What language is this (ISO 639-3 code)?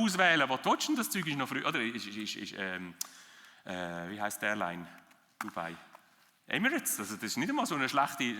gsw